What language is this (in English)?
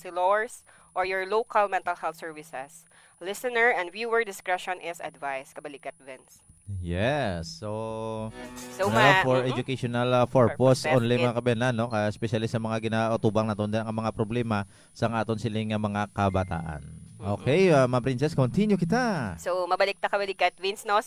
Hiligaynon